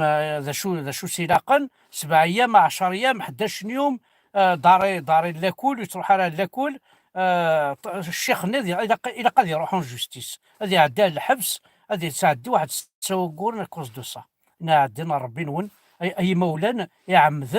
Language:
Kabyle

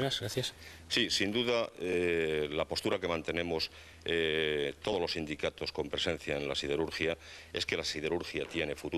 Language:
Spanish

